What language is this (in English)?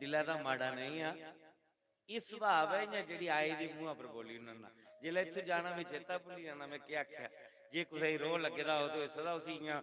Dogri